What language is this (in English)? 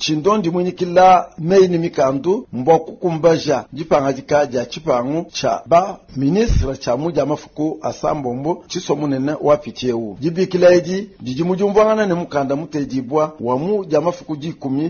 Luba-Lulua